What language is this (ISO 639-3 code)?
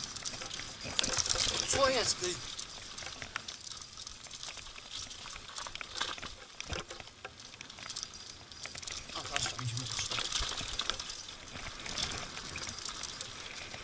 pol